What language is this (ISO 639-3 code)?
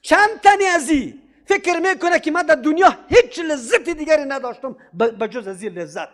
fas